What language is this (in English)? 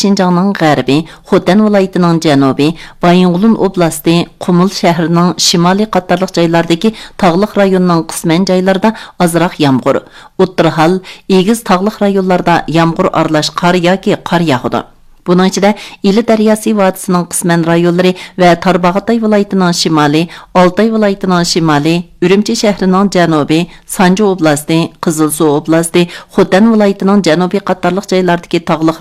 Uyghur